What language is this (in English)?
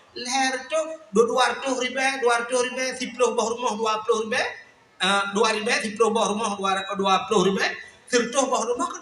Achinese